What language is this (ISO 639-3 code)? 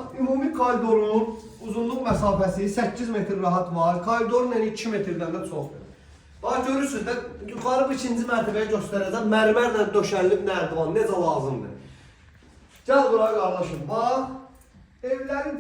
aze